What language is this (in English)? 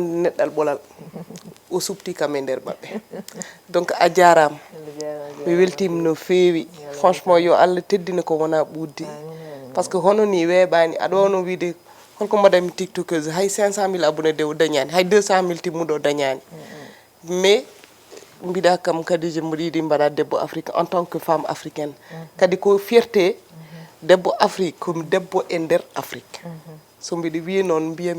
Fula